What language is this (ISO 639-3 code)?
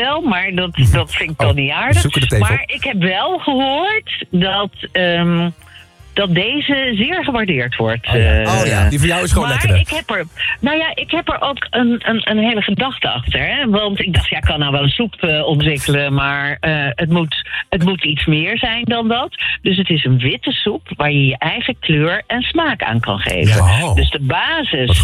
nld